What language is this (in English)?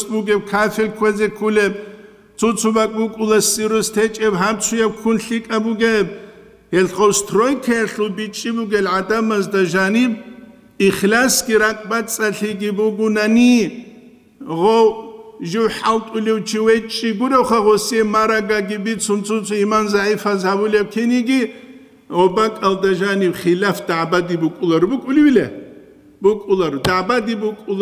Avaric